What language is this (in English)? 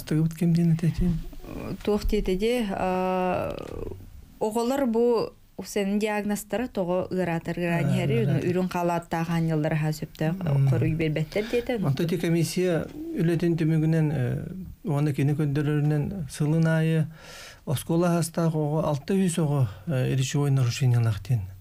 Yakut